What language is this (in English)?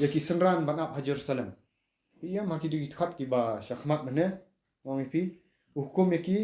Khasi